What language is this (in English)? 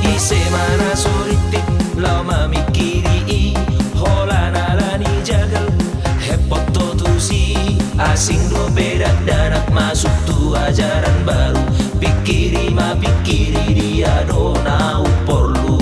Batak Toba